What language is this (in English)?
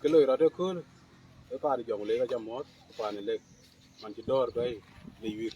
Dinka